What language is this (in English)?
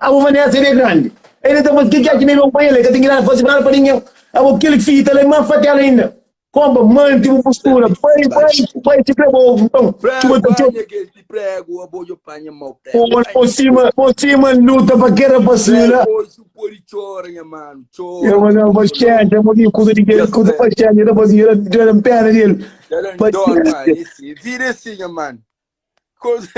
Kabuverdianu